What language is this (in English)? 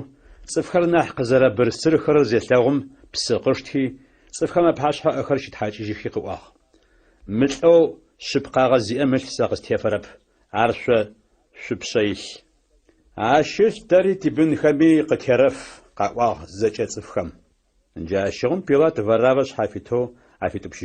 Adyghe